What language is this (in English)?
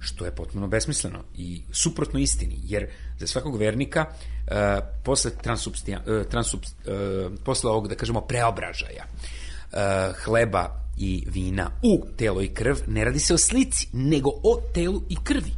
Serbian